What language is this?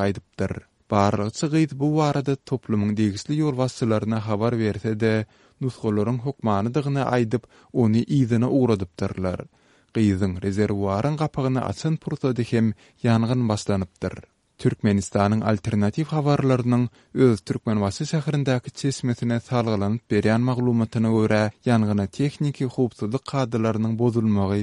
Turkmen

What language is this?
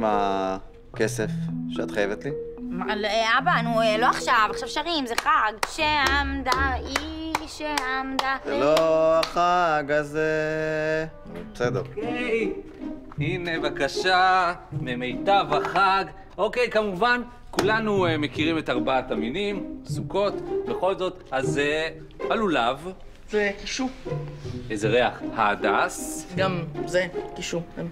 Hebrew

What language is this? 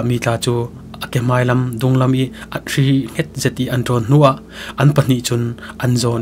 Falam Chin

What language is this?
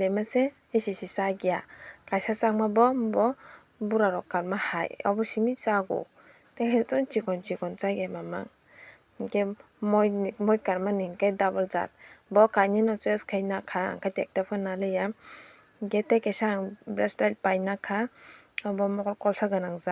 Kok Borok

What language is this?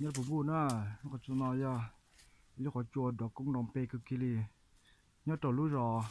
Hmong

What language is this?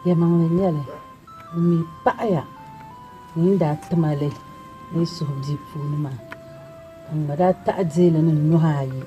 Dagbani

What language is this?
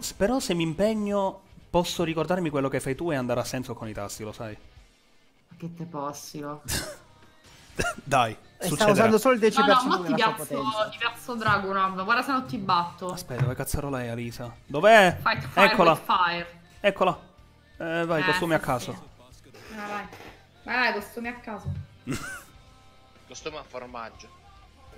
Italian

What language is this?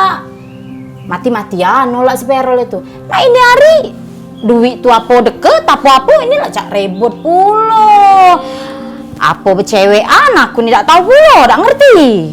Musi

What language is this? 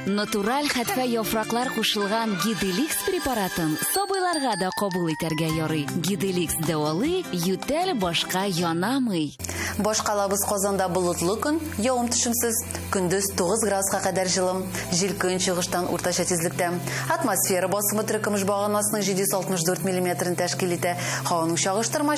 Tatar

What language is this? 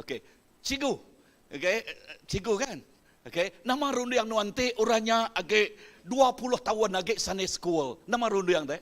Iban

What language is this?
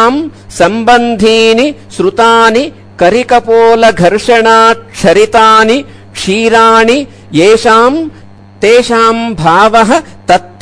Sanskrit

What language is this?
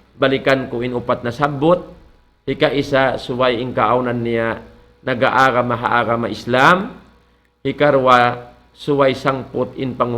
Tausug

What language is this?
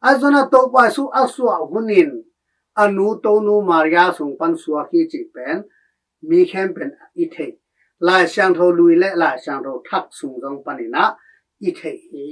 Tedim Chin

